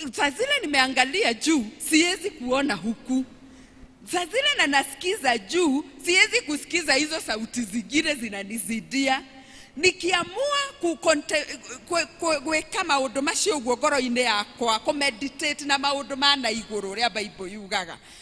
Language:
Kikuyu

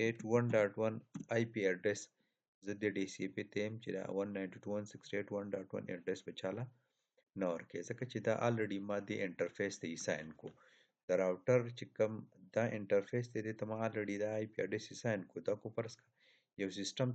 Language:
Pashto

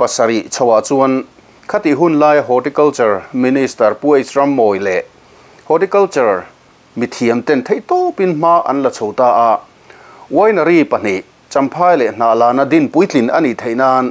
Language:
Mizo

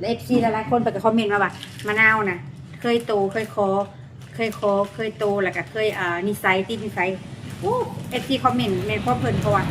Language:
Lao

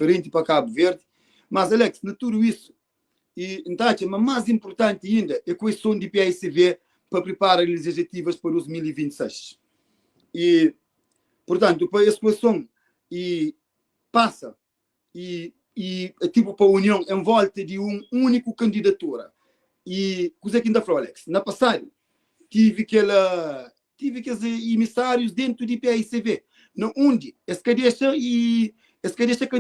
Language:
Kabuverdianu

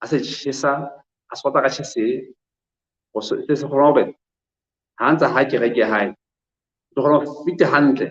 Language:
Southern Sotho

